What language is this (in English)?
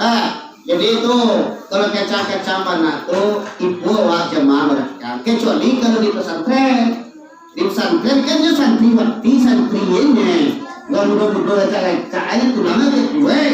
Minangkabau